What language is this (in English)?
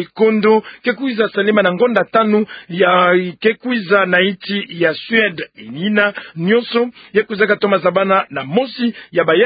Kituba (Democratic Republic of Congo)